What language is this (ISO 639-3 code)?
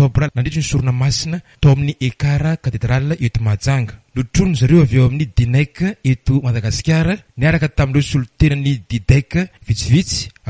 mlg